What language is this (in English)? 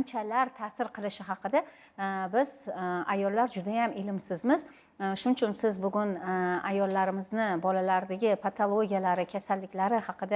Uzbek